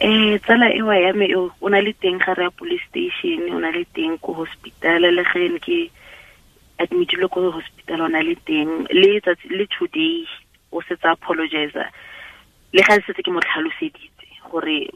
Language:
Tswana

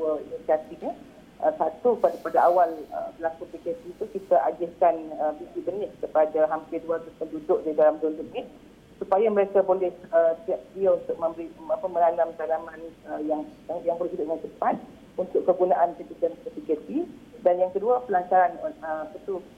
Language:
Malay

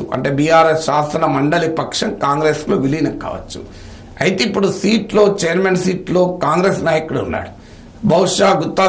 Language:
Telugu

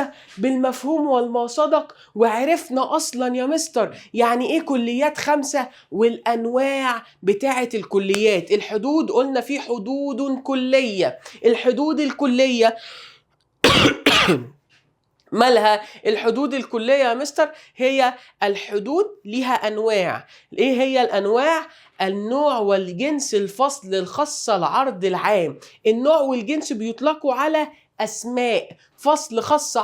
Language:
Egyptian Arabic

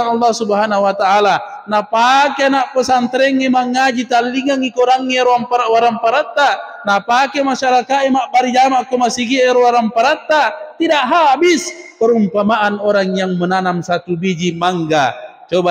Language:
Buginese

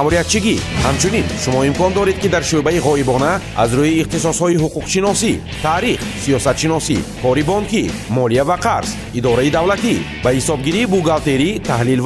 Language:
Tajik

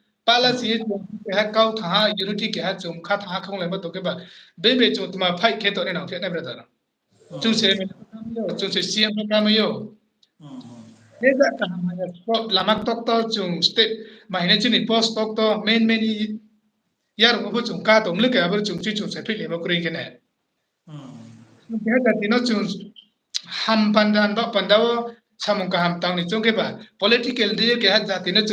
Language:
Riang (India)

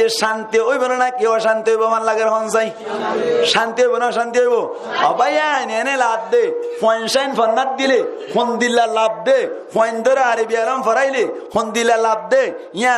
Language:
Rohingya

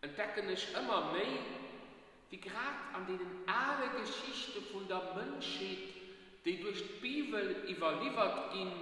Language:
Luxembourgish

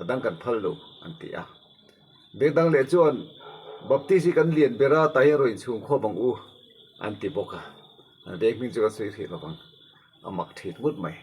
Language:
Mizo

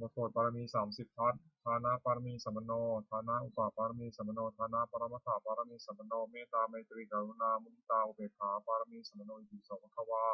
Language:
Pali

